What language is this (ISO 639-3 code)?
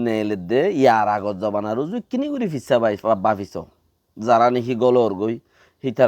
rhg